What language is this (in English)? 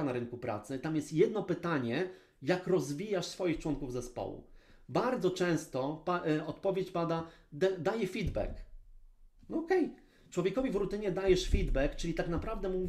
Polish